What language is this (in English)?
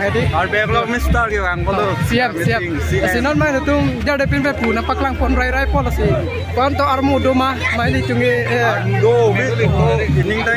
Karbi